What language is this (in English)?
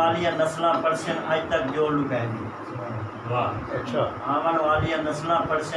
Saraiki